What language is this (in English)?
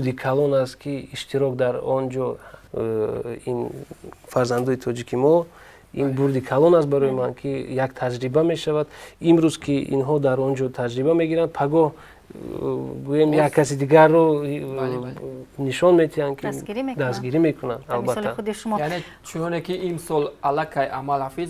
Tajik